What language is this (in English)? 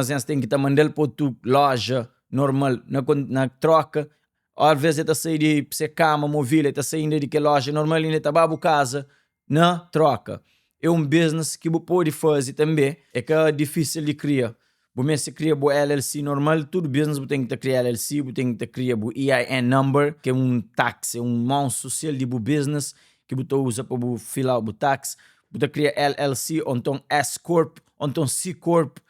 Kabuverdianu